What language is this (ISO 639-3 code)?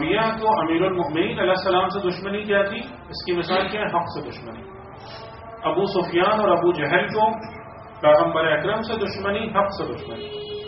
urd